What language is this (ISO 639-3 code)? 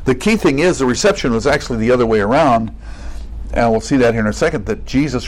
eng